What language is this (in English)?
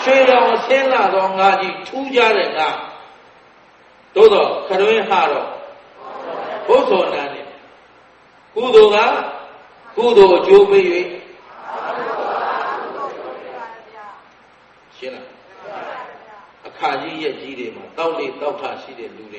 Burmese